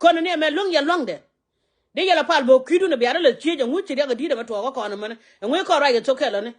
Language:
Nuer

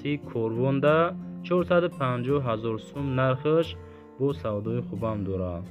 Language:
Tajik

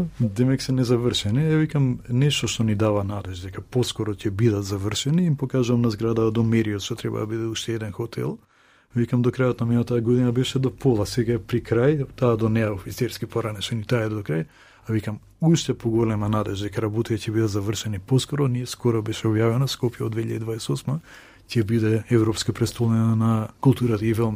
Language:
Macedonian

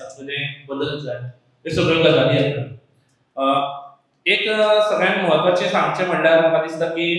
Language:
Konkani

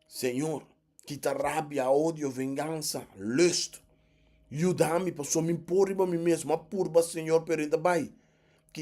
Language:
Papiamento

